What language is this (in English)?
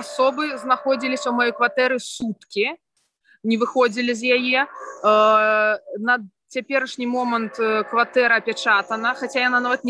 Belarusian